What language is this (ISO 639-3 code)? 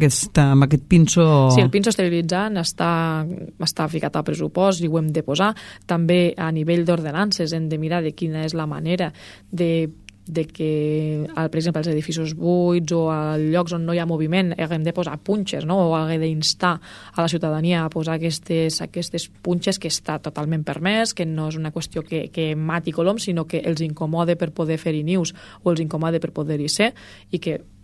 cat